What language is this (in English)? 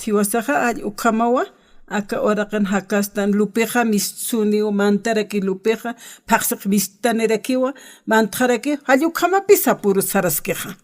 Aymara